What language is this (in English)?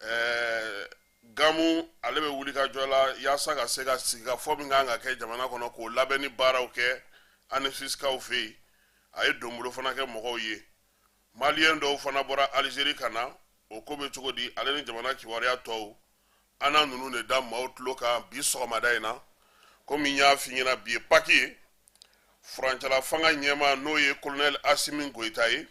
Bambara